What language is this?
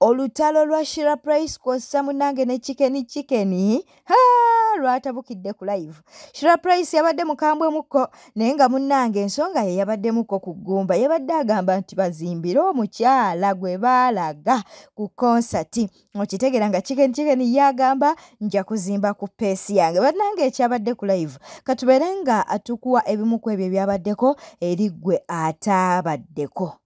Ganda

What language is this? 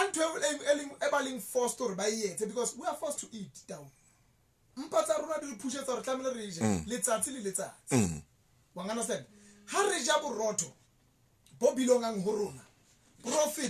Southern Sotho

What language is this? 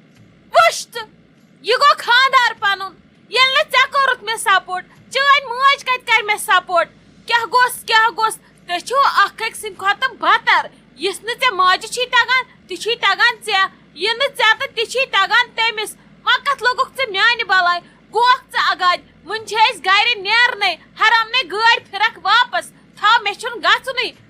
Kashmiri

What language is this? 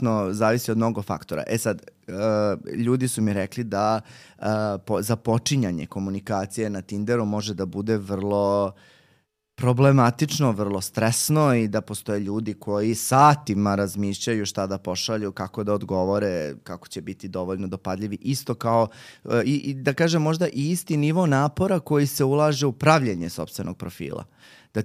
Serbian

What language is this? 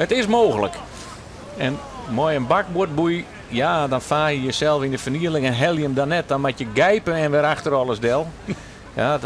Western Frisian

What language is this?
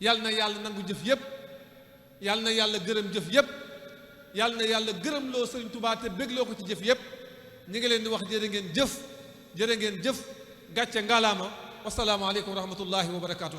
Wolof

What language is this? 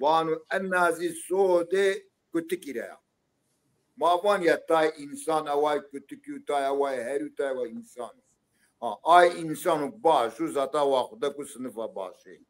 Zaza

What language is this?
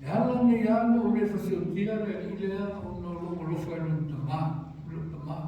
Samoan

